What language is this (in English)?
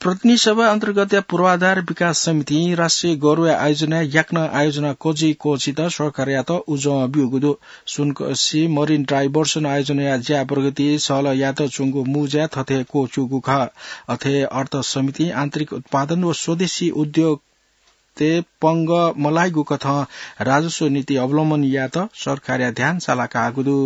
Newari